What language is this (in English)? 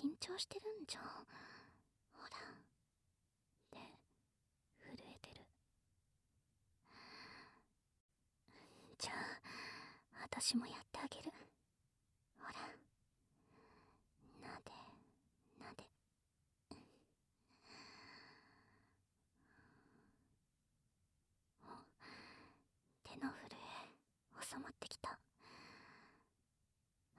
Japanese